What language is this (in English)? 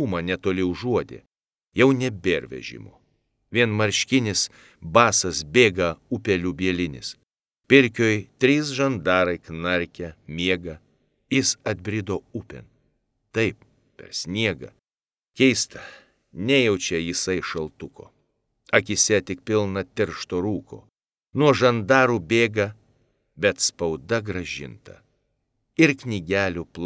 Lithuanian